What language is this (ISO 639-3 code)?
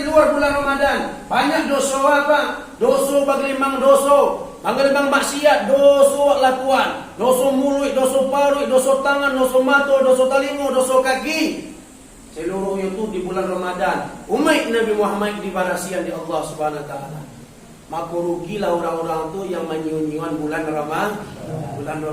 min